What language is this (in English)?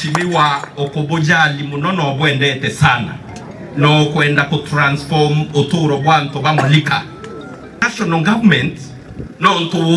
Meru